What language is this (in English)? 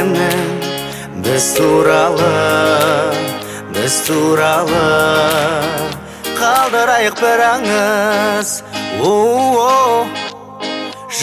Kazakh